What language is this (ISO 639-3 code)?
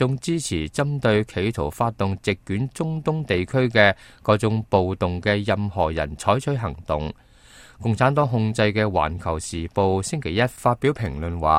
yue